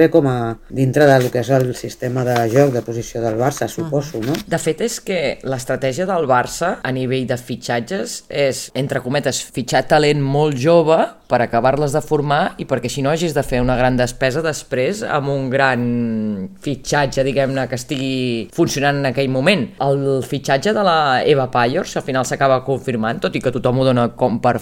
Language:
Catalan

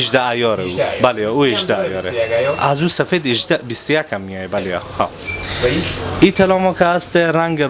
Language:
Persian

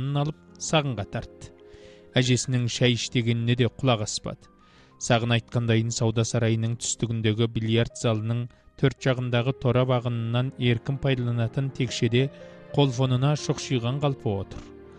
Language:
Kazakh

